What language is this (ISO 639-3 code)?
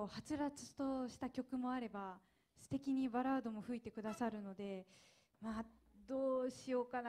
jpn